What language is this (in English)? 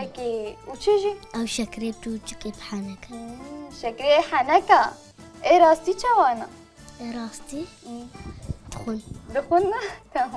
Kurdish